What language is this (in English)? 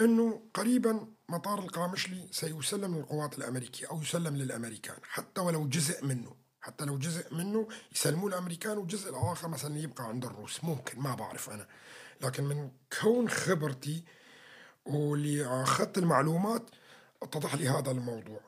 North Levantine Arabic